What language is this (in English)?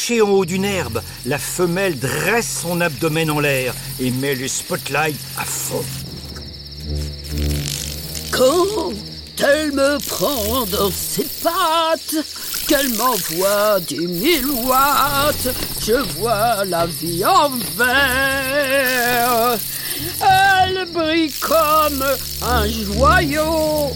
French